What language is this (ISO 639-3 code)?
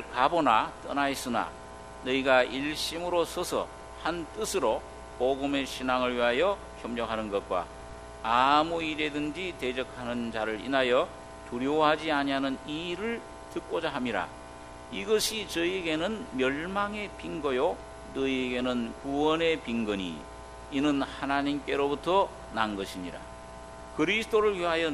kor